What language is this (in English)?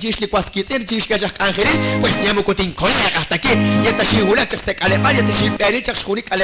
Kekchí